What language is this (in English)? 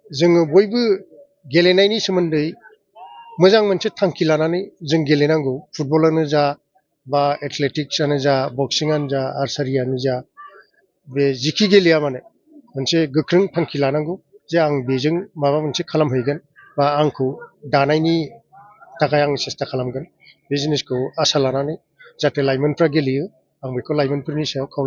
Bodo